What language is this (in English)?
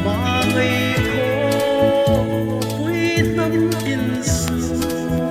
Hmar